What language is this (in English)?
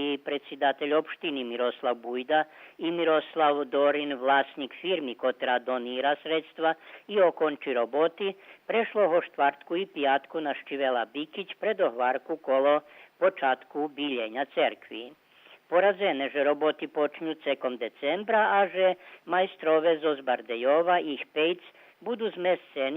Rusyn